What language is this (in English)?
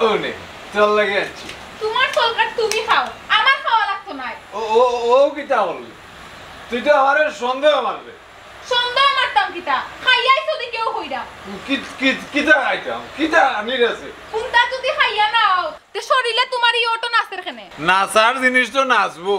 Sylheti